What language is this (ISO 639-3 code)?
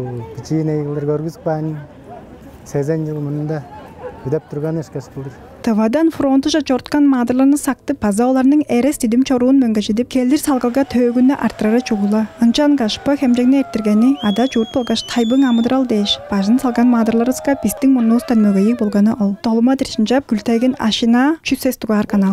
tyv